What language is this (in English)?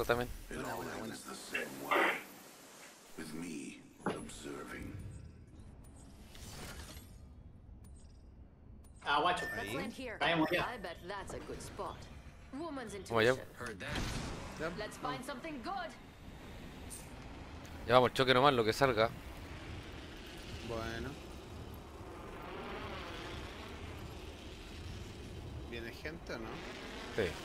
Spanish